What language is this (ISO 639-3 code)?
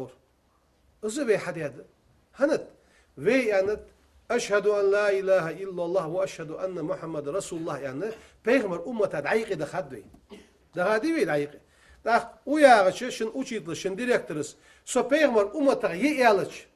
inh